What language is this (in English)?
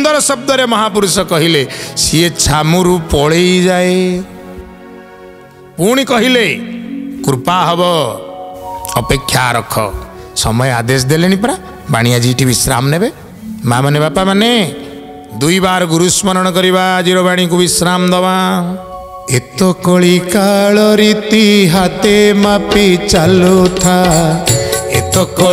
Odia